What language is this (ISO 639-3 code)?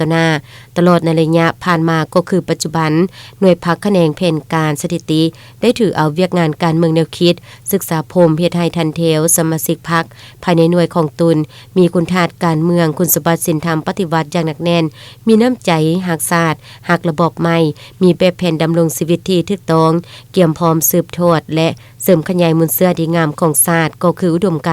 lao